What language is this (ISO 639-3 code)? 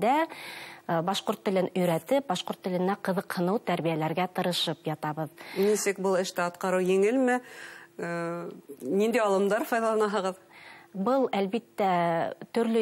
bak